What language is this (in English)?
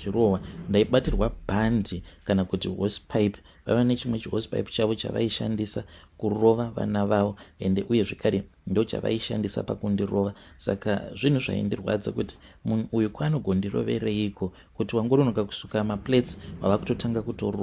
Shona